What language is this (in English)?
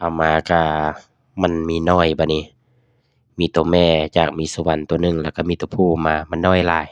Lao